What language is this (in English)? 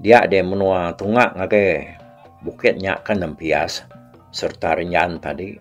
Iban